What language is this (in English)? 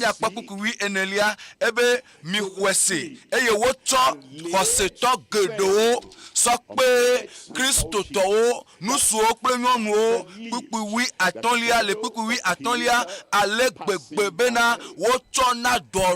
Ewe